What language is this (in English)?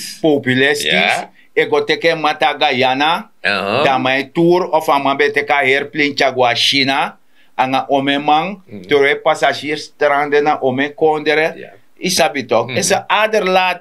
Sranan Tongo